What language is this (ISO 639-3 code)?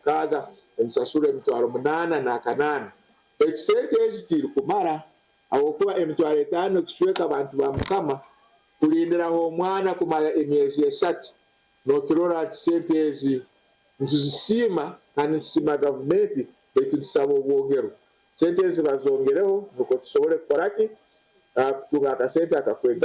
nyn